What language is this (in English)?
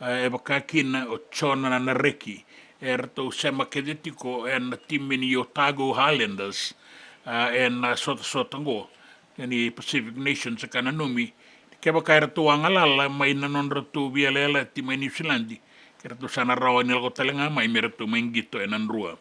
Fijian